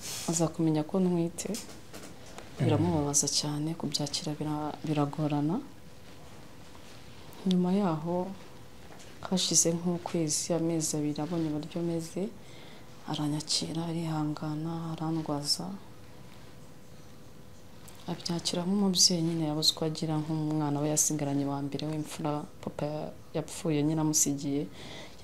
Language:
Kinyarwanda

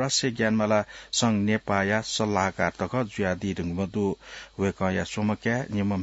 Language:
Newari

